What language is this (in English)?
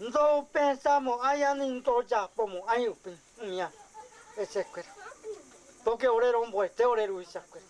Guarani